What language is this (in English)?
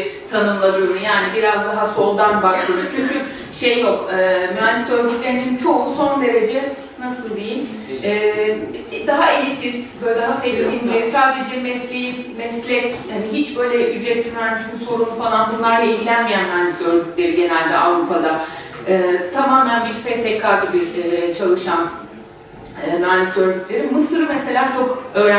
Turkish